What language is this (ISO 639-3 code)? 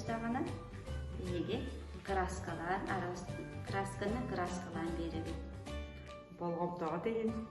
sah